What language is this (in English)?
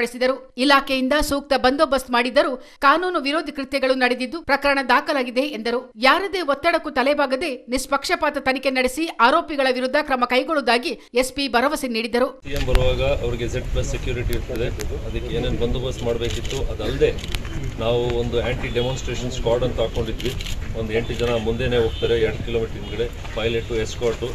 Kannada